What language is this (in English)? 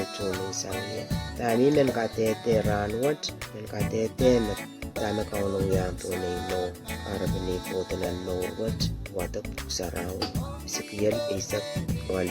Pohnpeian